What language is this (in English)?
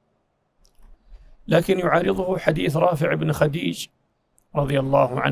Arabic